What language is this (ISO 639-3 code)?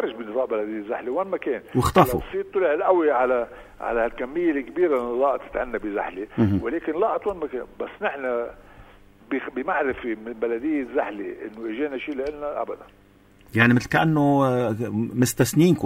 apc